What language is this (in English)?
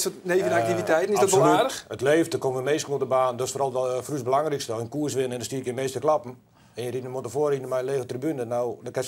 Western Frisian